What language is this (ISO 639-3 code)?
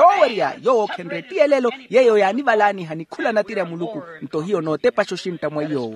vmw